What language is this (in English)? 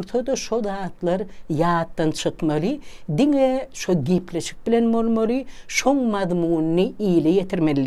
Turkmen